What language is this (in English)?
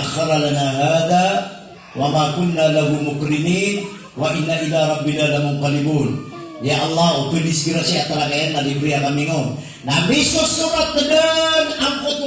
Maranao